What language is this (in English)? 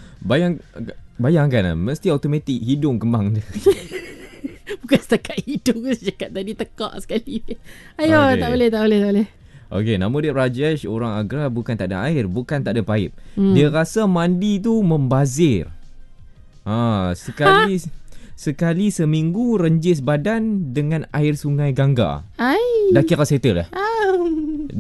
Malay